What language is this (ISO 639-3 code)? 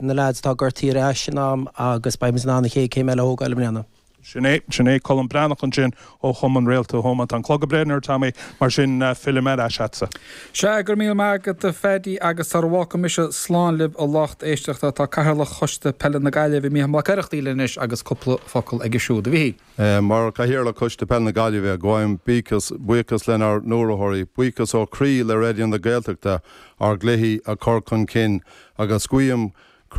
gle